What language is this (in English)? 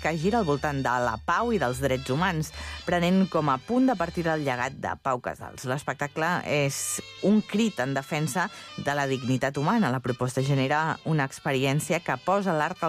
Catalan